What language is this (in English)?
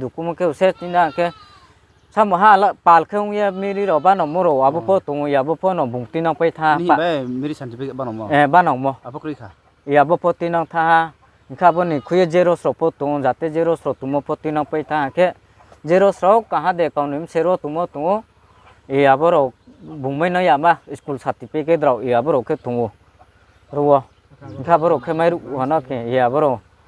Riang (India)